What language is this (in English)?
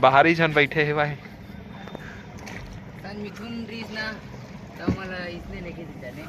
Chhattisgarhi